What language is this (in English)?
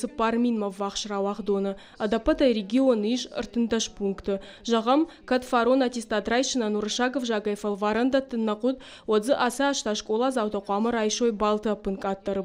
Ossetic